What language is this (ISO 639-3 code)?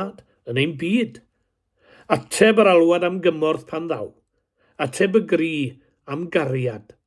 cym